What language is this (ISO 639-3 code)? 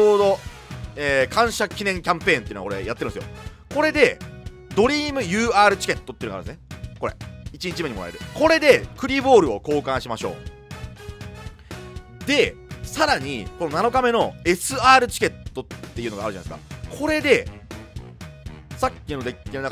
jpn